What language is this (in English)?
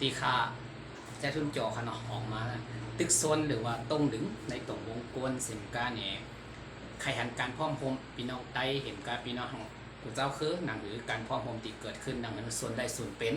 Shan